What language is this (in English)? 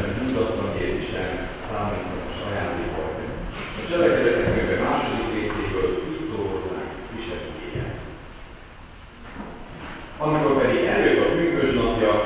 Hungarian